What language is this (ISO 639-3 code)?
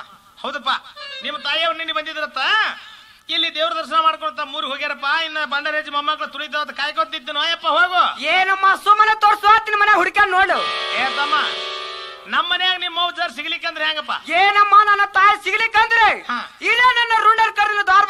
kan